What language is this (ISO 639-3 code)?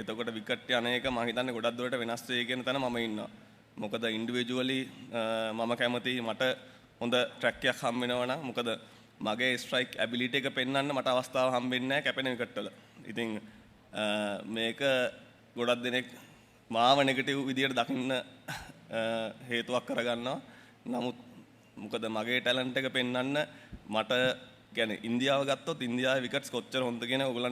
sin